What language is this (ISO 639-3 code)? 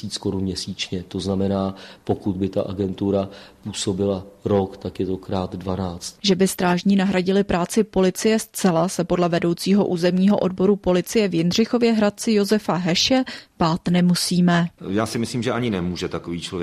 ces